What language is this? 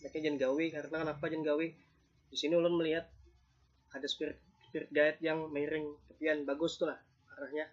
Banjar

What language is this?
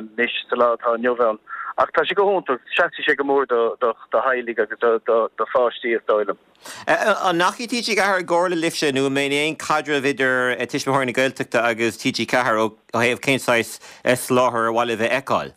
Irish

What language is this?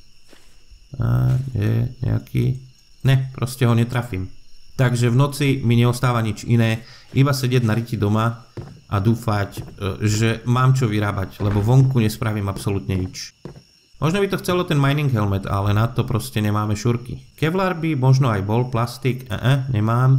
Slovak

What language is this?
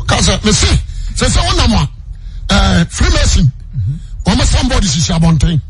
Akan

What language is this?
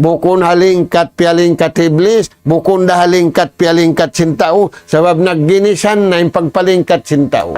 Tausug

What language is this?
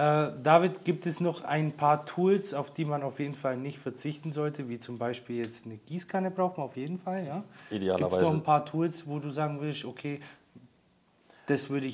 German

